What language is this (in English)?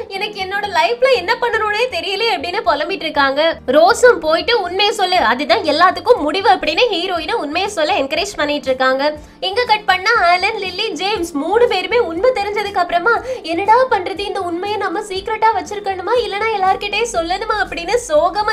Tamil